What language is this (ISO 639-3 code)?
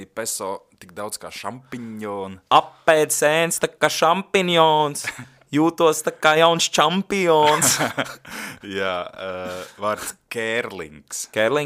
lav